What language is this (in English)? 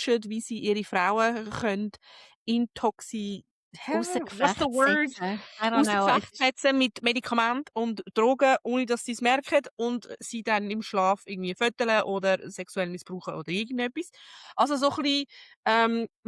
Swiss German